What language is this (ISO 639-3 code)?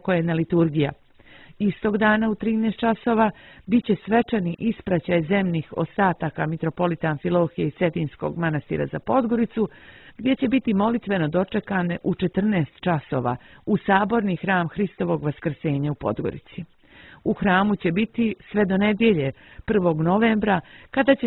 srp